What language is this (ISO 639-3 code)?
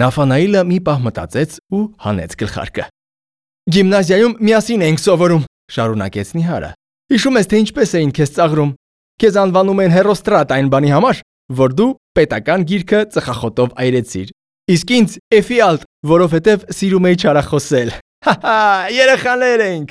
hye